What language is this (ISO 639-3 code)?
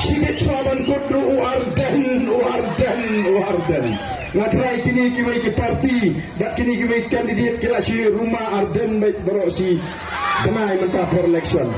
kha